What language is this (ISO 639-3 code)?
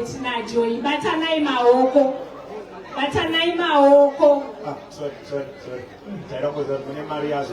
sna